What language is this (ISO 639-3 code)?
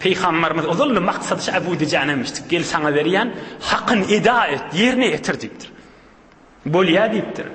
tuk